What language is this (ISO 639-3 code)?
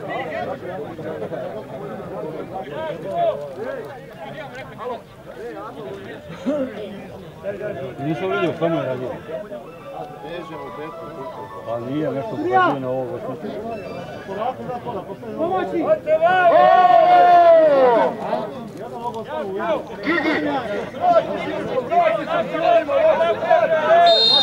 hrv